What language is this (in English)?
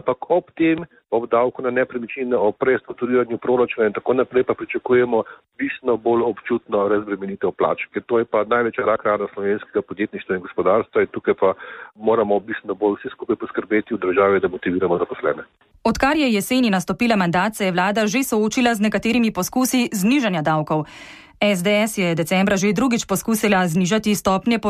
Slovenian